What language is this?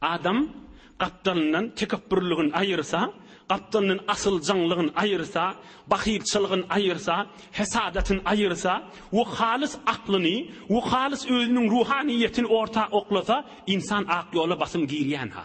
Turkmen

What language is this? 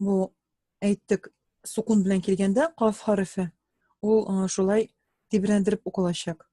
Tatar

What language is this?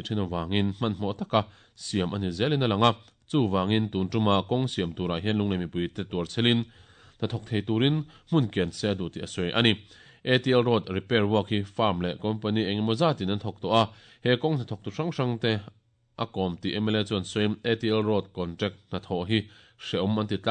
Mizo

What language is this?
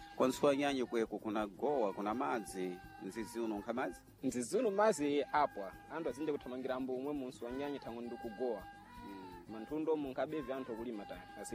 Sena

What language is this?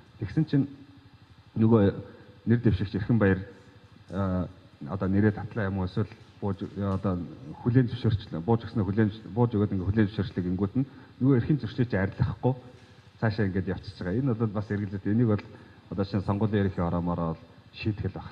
Mongolian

